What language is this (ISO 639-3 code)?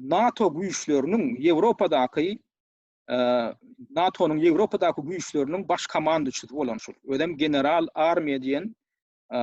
tuk